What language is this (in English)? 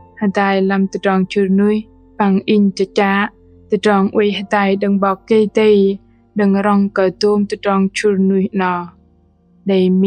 Bahnar